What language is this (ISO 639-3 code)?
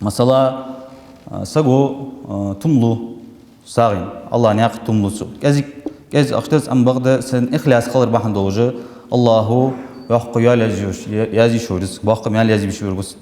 inh